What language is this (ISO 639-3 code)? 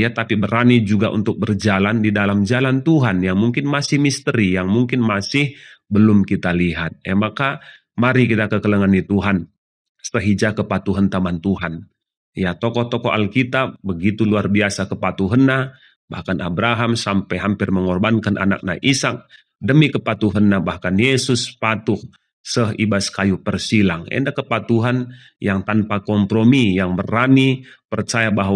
btx